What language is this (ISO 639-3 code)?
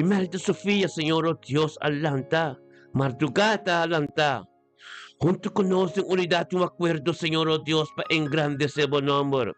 pap